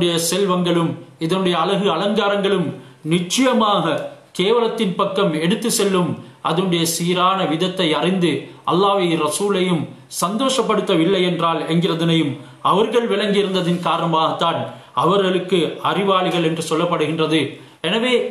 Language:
Tamil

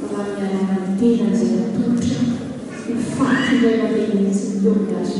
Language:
Malagasy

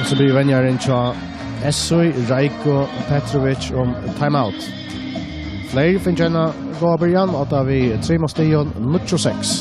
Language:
Faroese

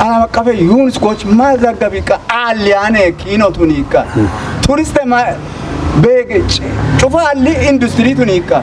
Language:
Kafa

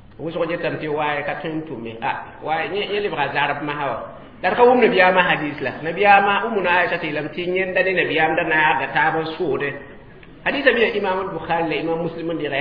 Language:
Mossi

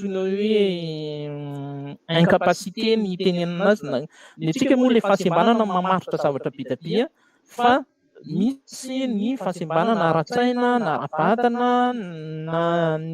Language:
Malagasy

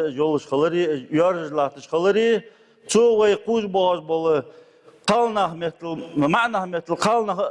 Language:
Ingush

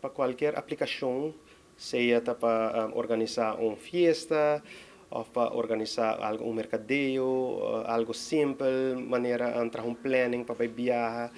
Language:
Papiamento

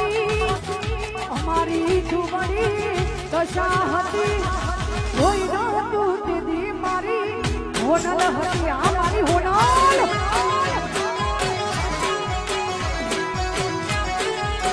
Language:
Gujarati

